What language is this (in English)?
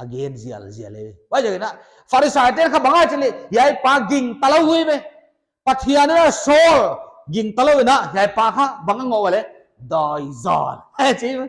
Paite Chin